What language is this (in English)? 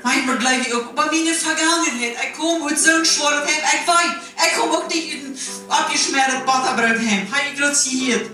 Plautdietsch